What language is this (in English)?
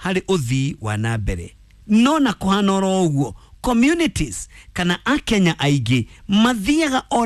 Kikuyu